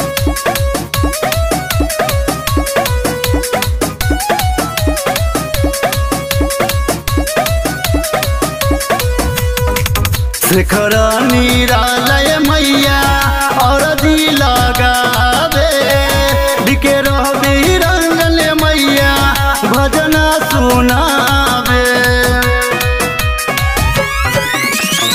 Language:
Bhojpuri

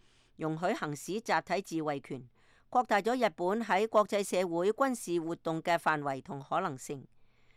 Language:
Cantonese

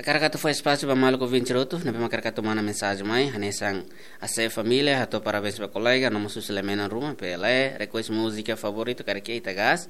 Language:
Tetum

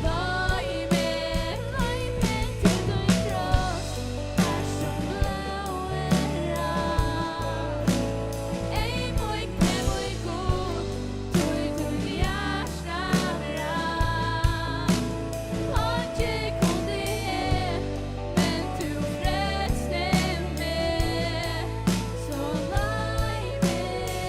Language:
Faroese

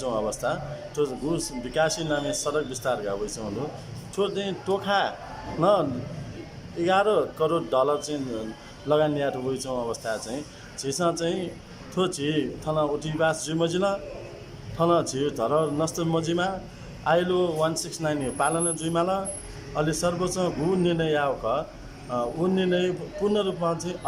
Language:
Newari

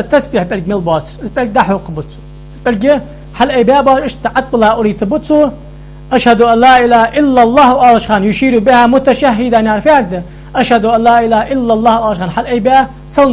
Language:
Ingush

